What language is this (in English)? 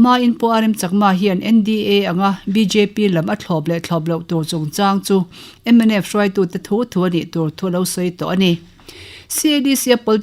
Mizo